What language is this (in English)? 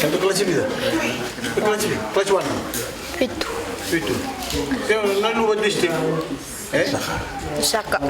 Fijian